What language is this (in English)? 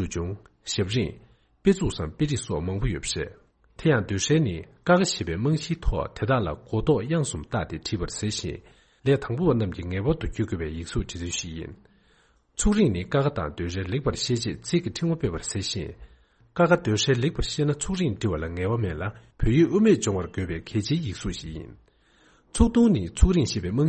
Tibetan